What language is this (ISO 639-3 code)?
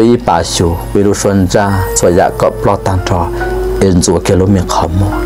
hmn